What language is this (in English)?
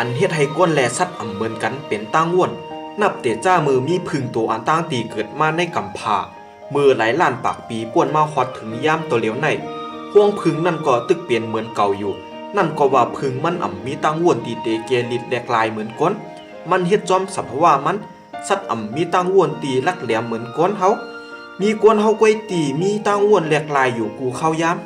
Shan